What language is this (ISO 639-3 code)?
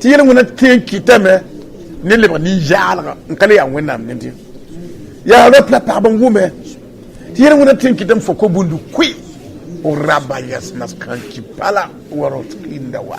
mos